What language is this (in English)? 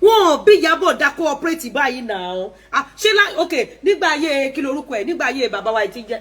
Yoruba